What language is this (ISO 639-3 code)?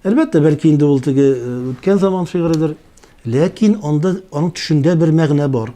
tat